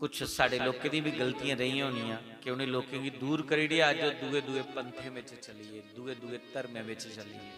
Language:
Dogri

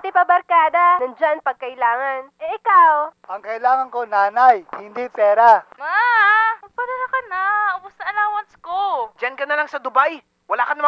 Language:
Filipino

